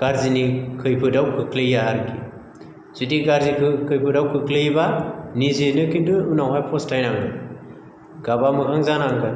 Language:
Bodo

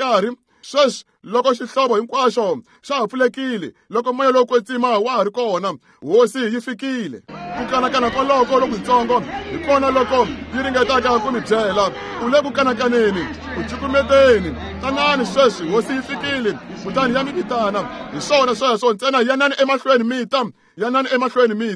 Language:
Tsonga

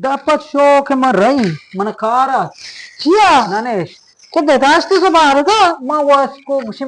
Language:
Eastern Balochi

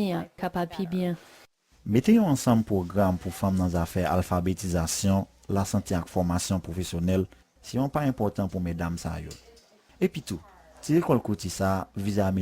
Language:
Haitian Creole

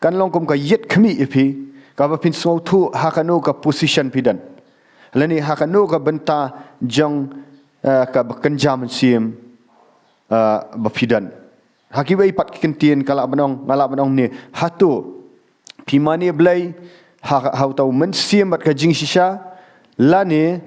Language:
Khasi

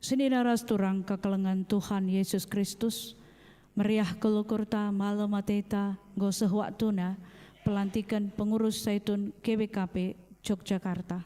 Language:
Batak Karo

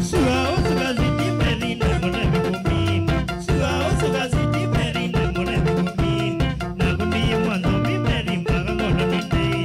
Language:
Kamba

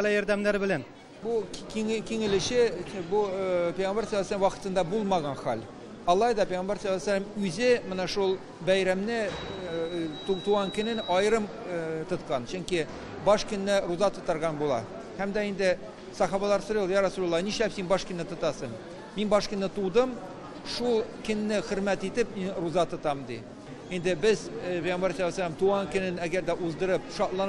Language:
Tatar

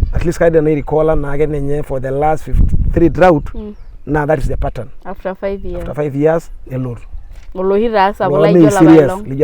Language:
Masai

